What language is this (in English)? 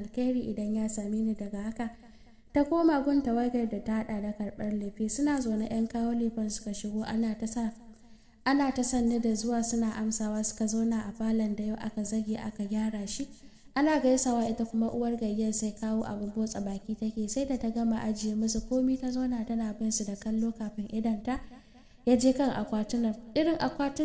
Hausa